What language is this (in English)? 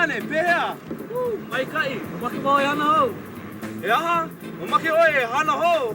Hawaiian